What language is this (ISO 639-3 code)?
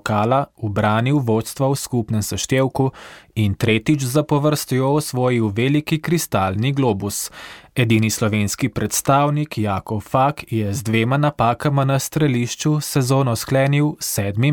slv